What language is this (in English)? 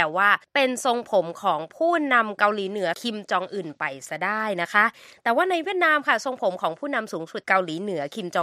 Thai